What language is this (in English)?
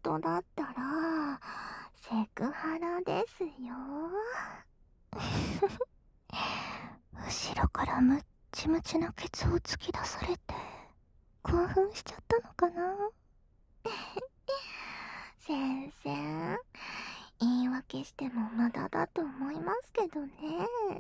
Japanese